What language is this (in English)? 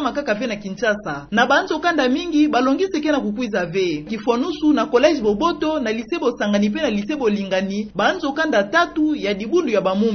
Kituba (Democratic Republic of Congo)